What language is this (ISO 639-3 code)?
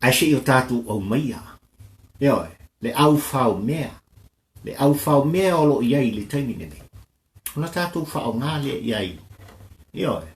smo